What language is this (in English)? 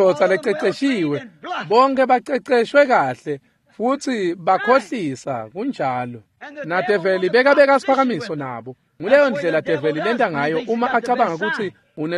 Swati